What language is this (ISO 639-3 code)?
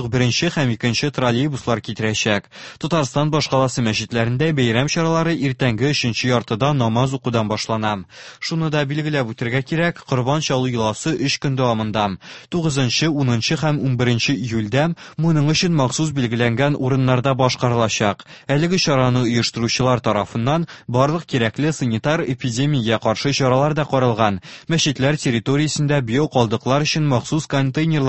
tat